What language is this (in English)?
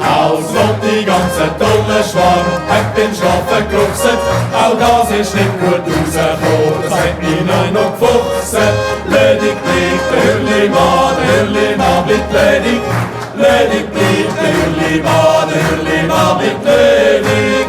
Swiss German